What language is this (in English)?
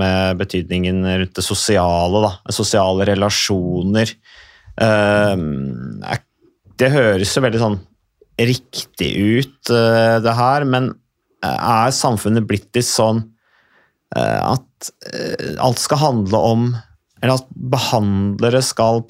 Norwegian